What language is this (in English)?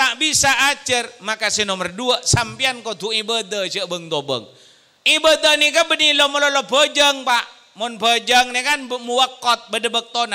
Madurese